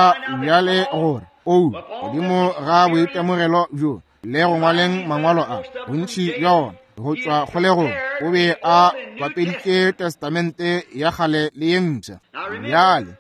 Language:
Northern Sotho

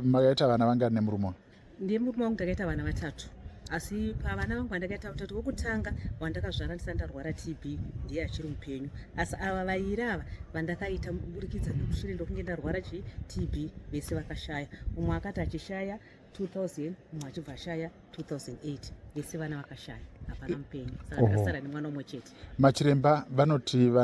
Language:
Shona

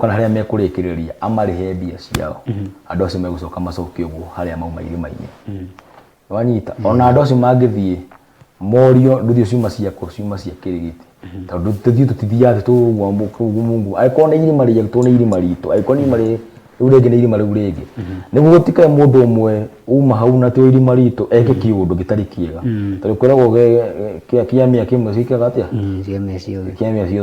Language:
Kikuyu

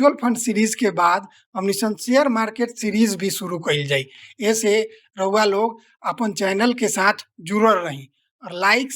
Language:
Bhojpuri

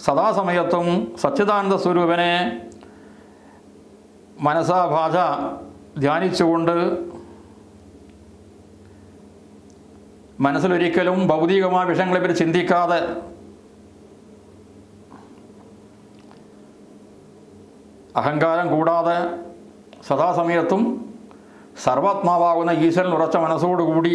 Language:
Malayalam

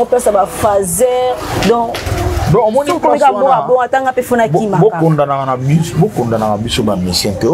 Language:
Lingala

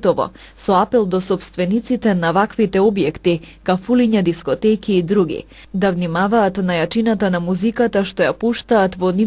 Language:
Macedonian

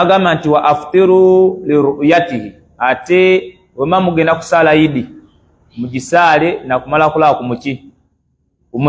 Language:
Ganda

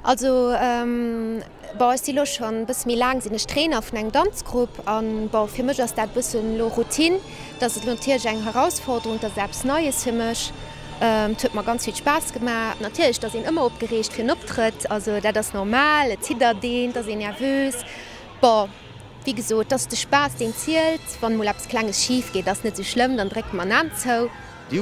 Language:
Luxembourgish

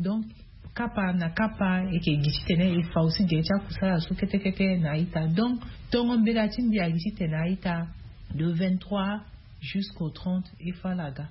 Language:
Sango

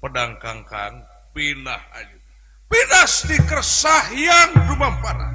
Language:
Sundanese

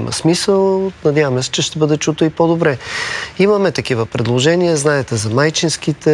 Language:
Bulgarian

